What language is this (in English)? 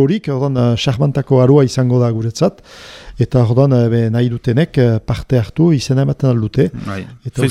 Basque